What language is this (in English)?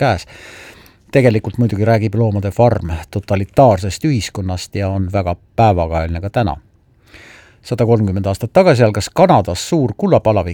Estonian